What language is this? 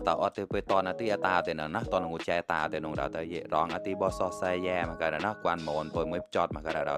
Mon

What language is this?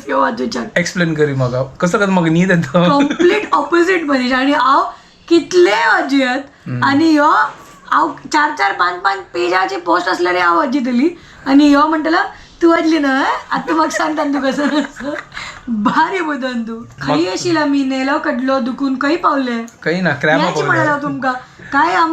Konkani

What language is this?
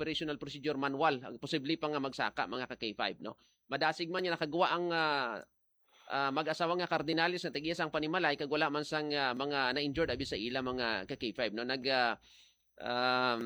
Hiligaynon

